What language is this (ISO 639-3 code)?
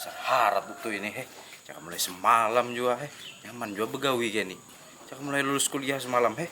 bjn